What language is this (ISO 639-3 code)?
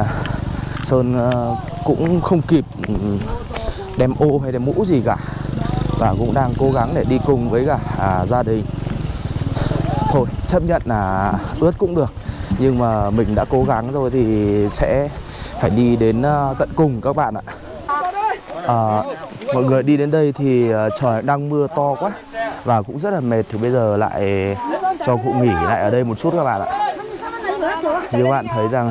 vie